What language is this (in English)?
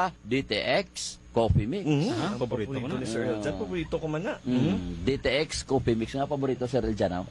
Hiligaynon